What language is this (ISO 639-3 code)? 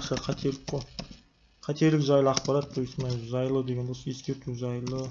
kaz